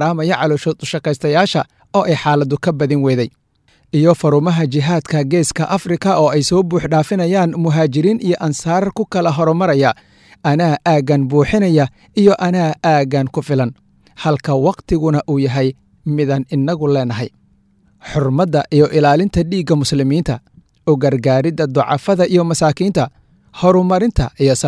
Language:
Somali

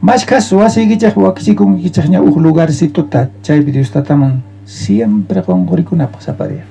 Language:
South Bolivian Quechua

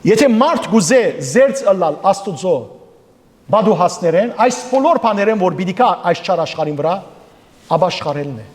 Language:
Western Armenian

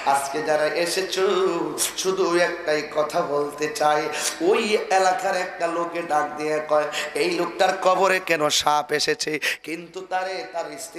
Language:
Sylheti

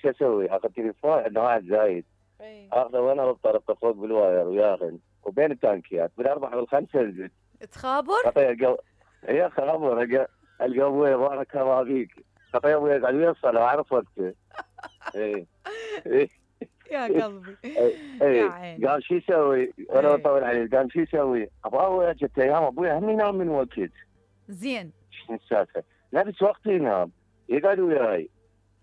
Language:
Mesopotamian Arabic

